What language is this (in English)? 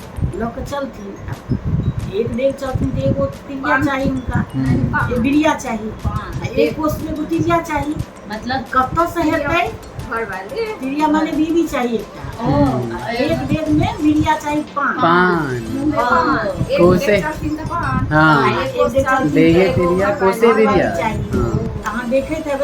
Maithili